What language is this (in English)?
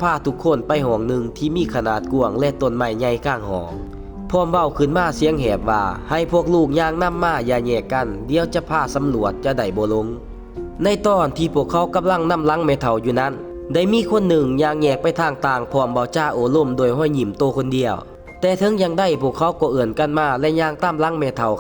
Lao